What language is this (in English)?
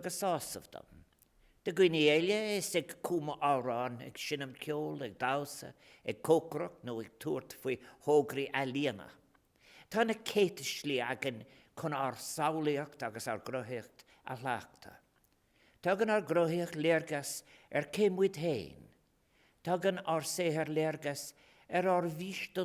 Irish